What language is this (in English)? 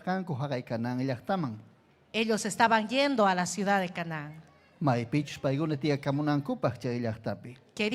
Ayacucho Quechua